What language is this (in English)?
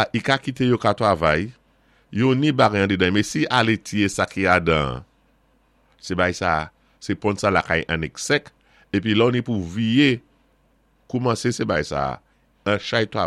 Saint Lucian Creole French